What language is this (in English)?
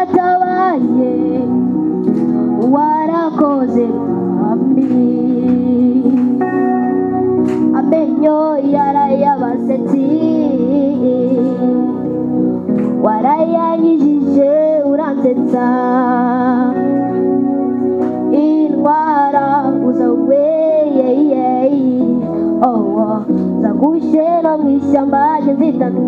Kinyarwanda